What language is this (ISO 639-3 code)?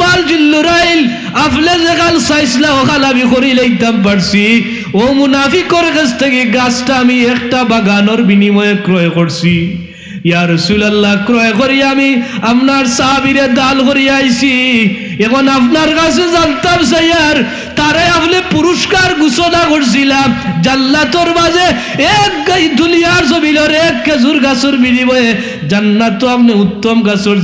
syl